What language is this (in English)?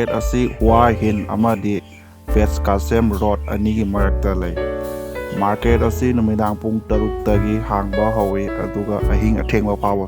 Manipuri